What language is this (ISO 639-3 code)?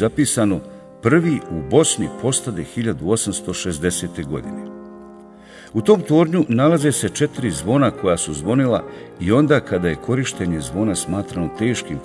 bos